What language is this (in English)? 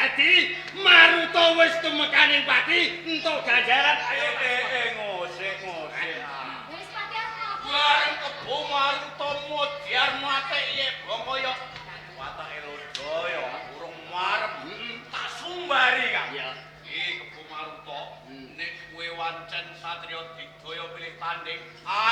Javanese